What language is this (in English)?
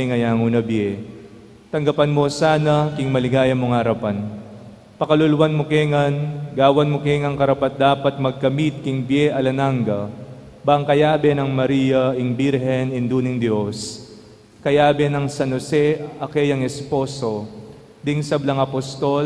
Pampanga